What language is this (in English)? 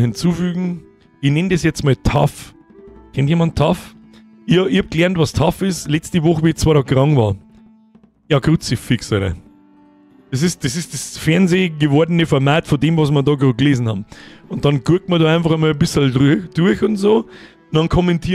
Bavarian